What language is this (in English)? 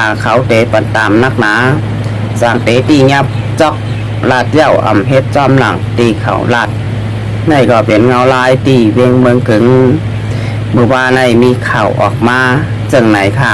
Shan